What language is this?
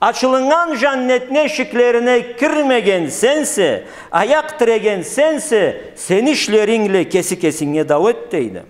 Karachay-Balkar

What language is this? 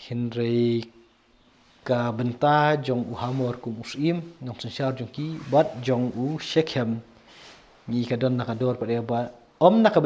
Khasi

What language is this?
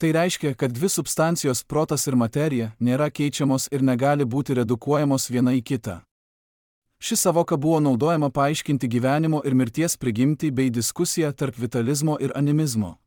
Lithuanian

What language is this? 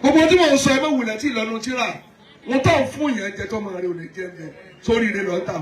Yoruba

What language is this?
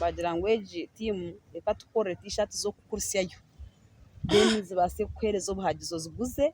Nyankole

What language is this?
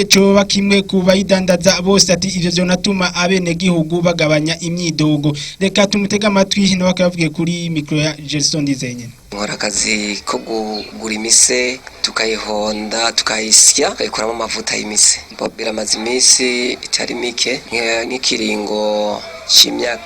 Rundi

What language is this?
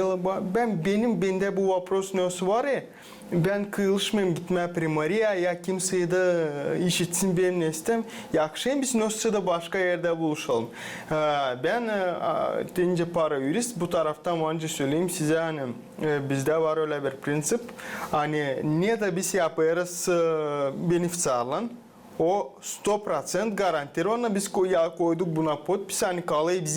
Gagauz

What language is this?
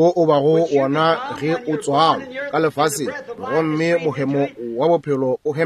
Northern Sotho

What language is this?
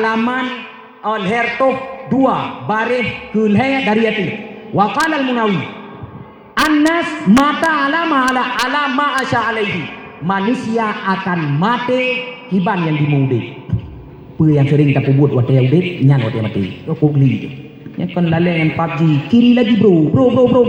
Achinese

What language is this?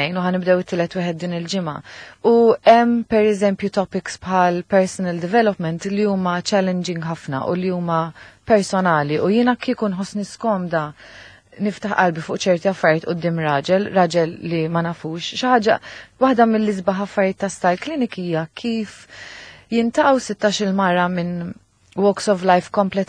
Maltese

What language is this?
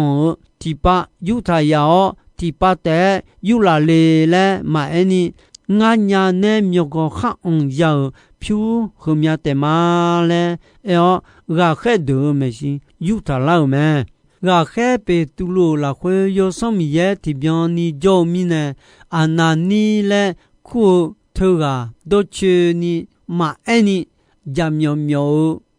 Akha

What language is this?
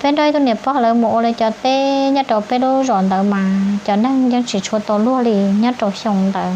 Hmong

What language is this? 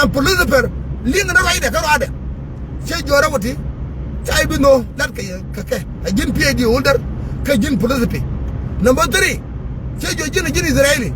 Nuer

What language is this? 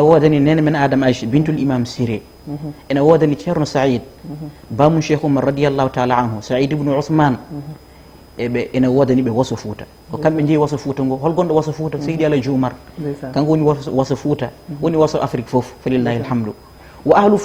Fula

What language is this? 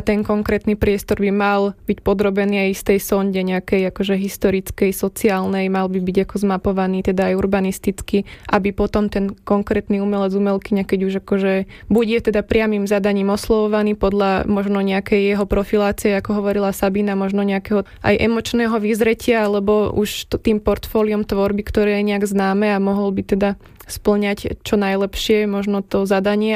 Slovak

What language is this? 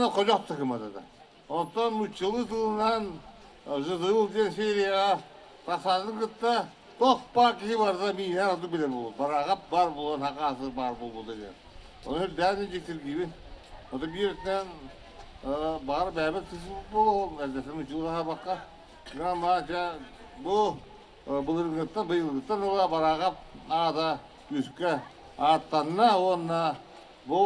Yakut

